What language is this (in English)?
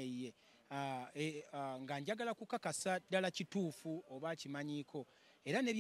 Ganda